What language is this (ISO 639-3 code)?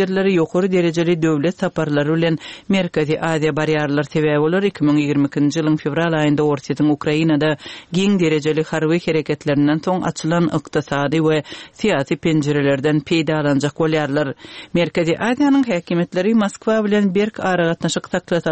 tuk